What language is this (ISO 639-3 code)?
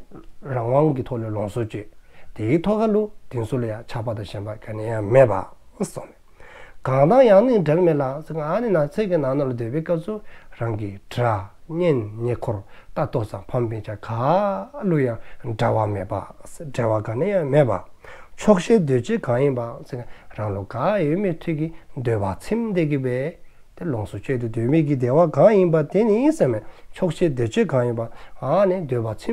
dzo